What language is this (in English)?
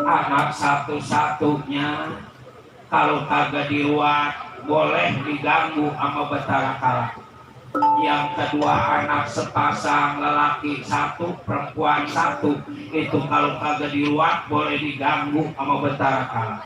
Betawi